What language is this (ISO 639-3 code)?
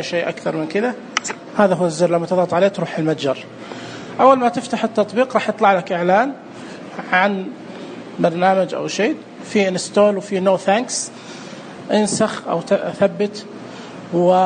ars